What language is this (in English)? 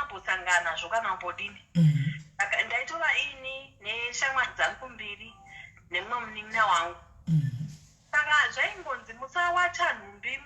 Shona